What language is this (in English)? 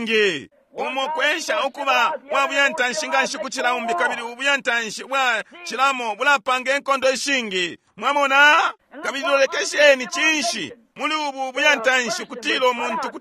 Bemba